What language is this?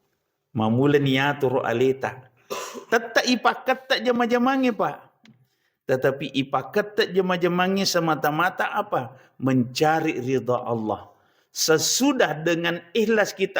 Buginese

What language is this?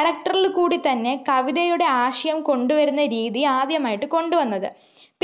Malayalam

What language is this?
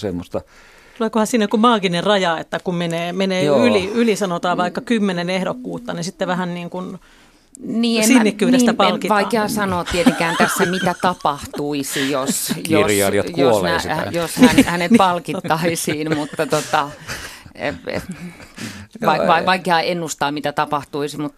Finnish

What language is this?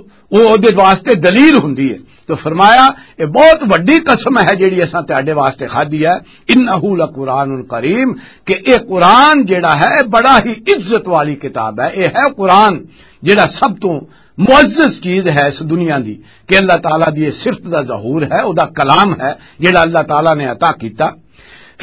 Western Panjabi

